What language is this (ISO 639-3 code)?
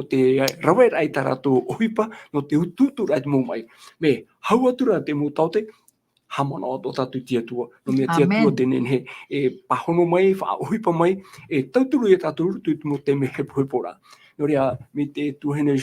tah